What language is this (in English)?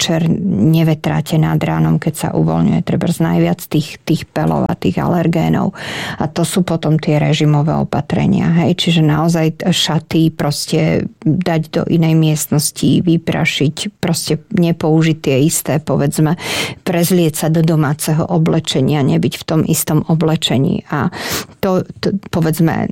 Slovak